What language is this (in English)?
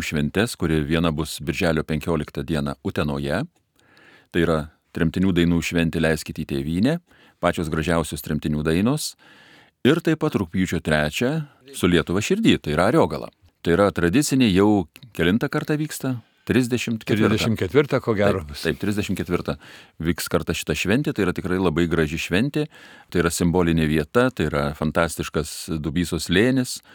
Lithuanian